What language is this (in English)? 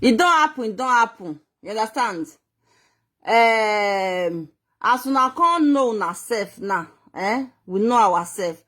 Nigerian Pidgin